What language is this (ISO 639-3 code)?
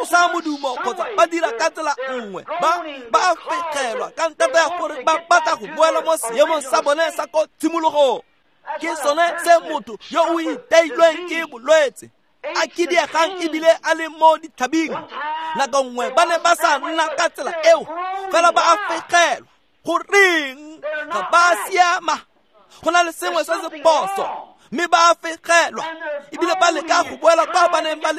tsn